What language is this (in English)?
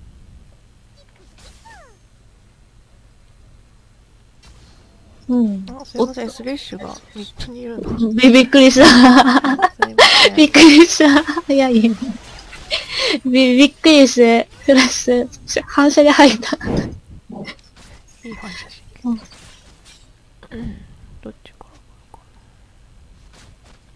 Japanese